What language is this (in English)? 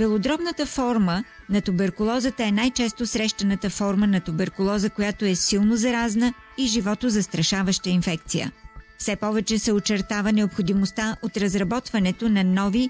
Bulgarian